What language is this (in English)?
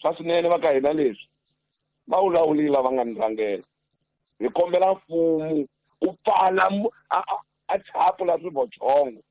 Tsonga